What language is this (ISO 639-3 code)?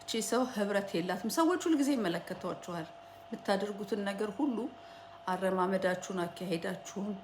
amh